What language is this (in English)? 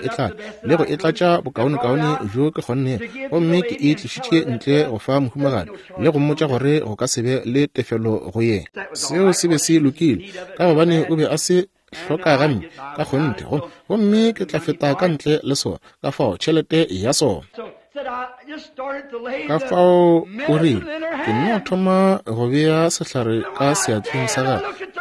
Northern Sotho